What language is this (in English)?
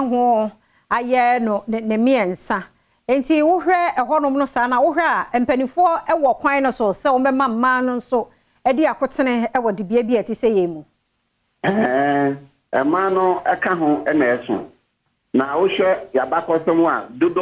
Akan